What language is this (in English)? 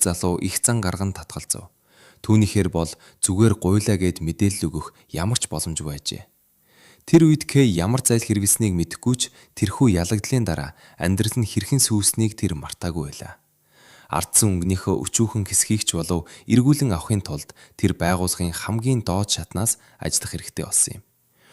Mongolian